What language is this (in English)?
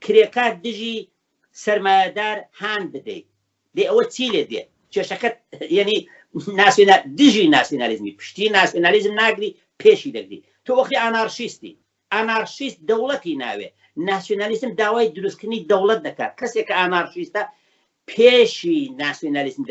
Central Kurdish